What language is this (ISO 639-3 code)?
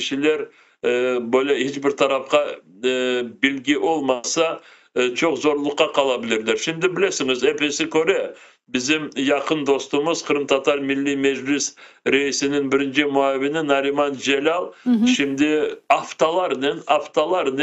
crh